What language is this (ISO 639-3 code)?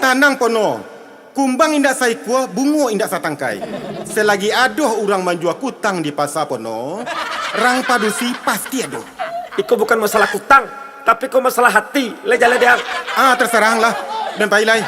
min